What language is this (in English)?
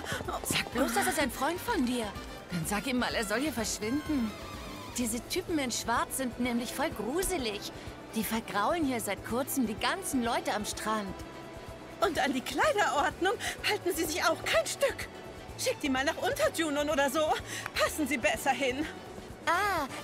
German